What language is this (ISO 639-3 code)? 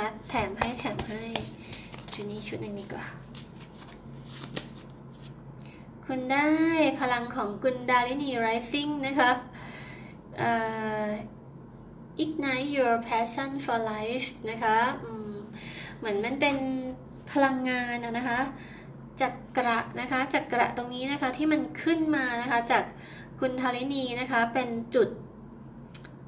tha